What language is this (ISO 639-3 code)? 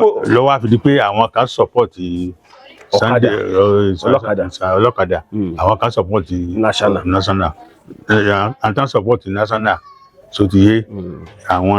yor